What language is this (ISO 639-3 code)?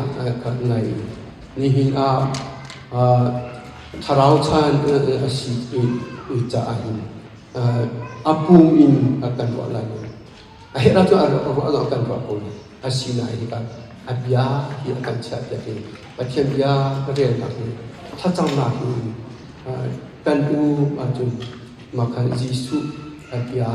cnh